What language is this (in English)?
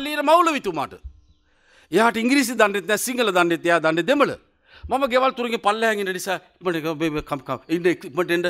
Sinhala